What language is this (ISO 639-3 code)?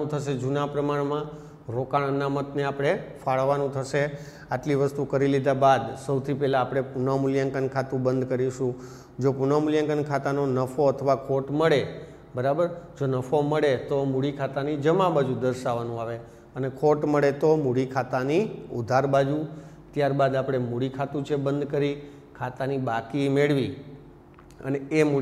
guj